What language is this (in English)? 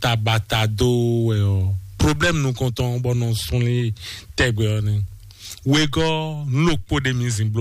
Fon